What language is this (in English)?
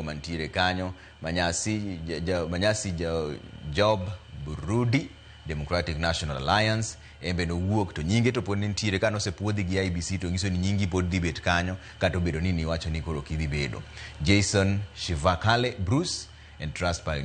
Luo (Kenya and Tanzania)